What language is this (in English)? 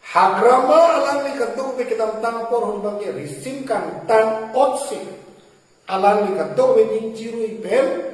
Karbi